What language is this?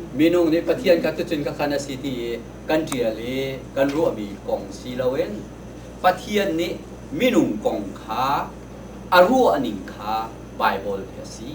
Hakha Chin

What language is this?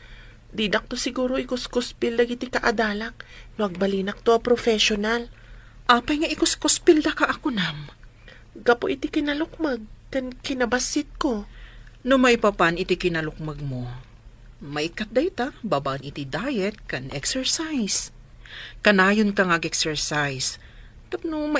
Iloko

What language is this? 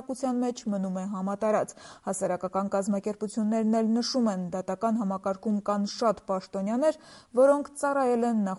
Armenian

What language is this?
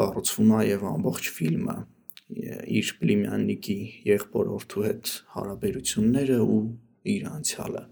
Armenian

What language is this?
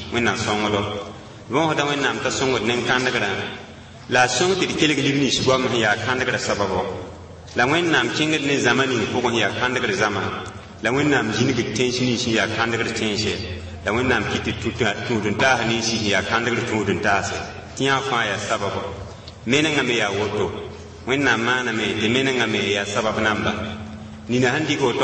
Mossi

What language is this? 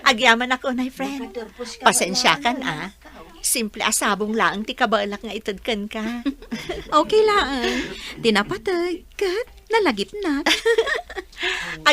Iloko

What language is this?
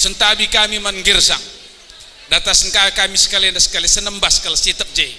Batak Karo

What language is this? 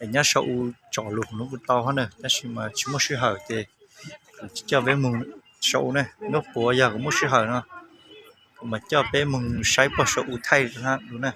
Hmong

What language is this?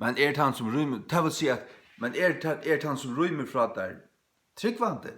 Faroese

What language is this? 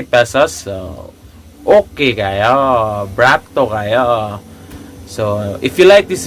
Cebuano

